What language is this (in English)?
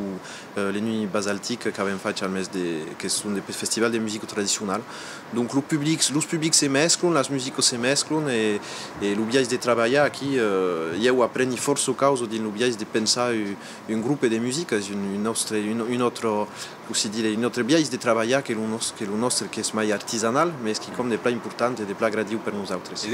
Occitan